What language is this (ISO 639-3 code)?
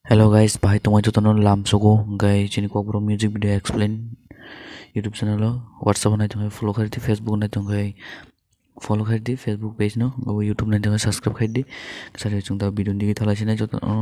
trp